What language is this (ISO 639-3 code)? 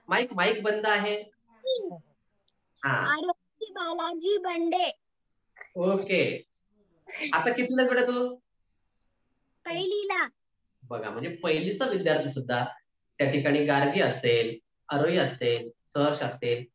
mar